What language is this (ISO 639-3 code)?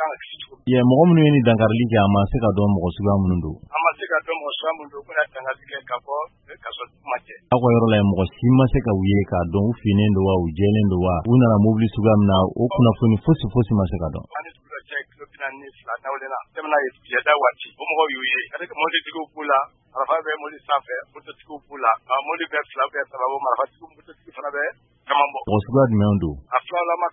bam